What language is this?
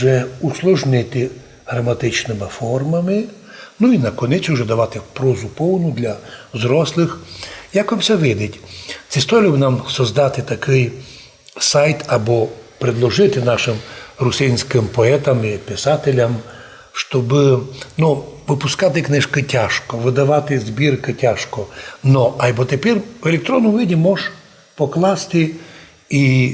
Rusyn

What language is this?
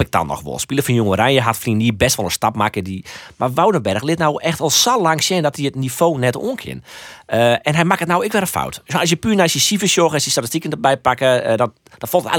Western Frisian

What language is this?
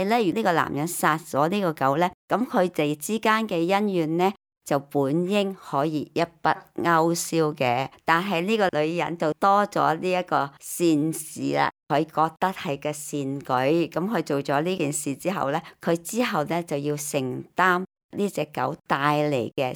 Cantonese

